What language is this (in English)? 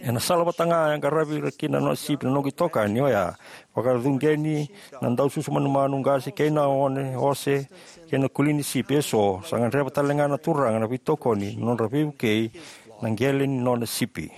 Fijian